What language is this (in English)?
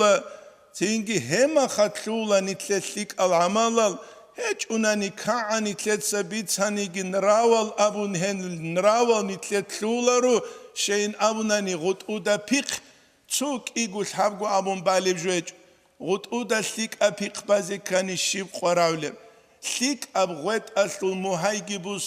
Avaric